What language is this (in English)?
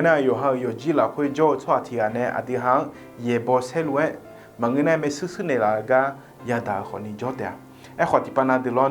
Akha